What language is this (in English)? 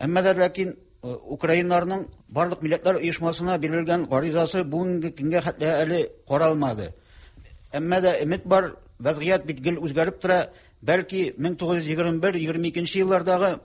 Tatar